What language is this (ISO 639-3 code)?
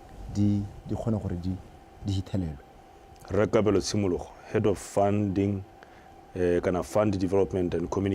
tsn